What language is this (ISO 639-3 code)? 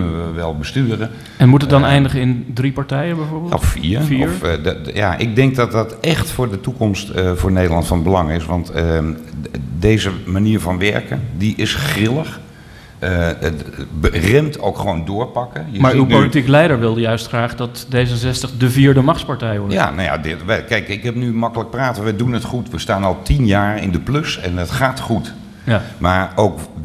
nld